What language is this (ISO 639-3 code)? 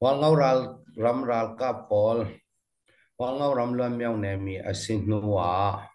cfm